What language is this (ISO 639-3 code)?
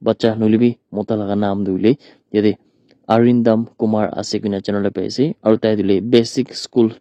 nag